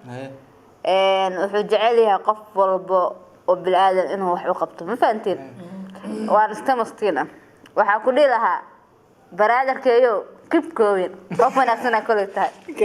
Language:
Somali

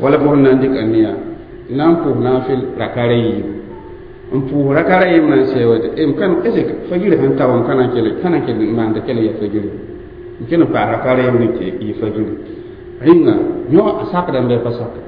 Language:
Mossi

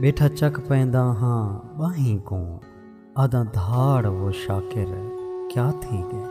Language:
Saraiki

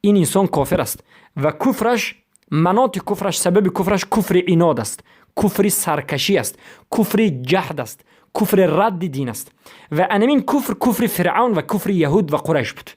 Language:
Persian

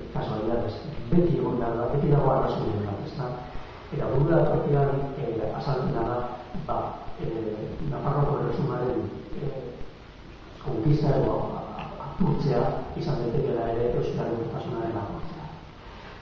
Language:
Basque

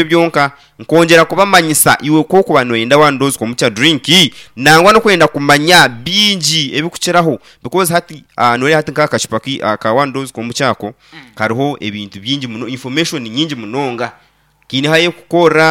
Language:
Nyankole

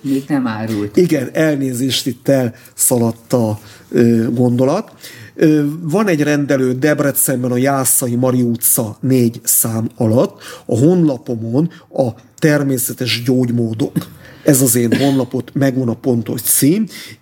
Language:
Hungarian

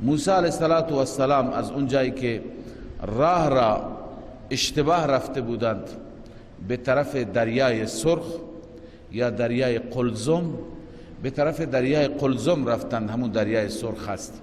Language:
Persian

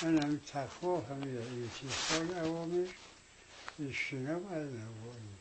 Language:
Tajik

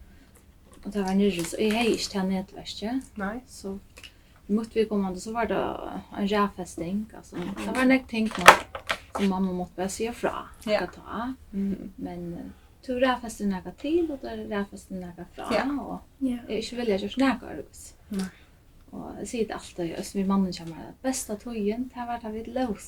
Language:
Faroese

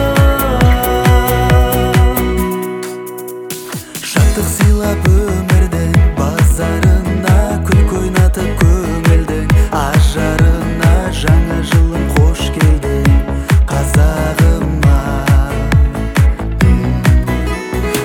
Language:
Kazakh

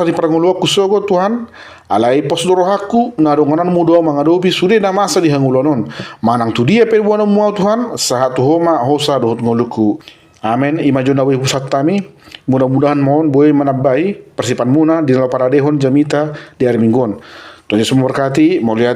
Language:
Batak Toba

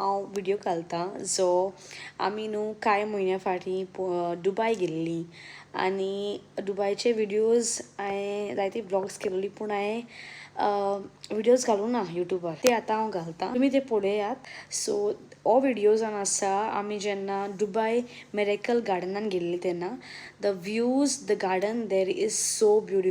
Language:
Konkani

